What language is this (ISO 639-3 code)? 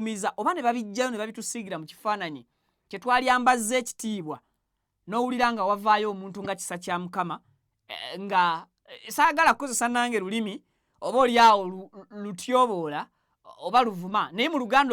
lug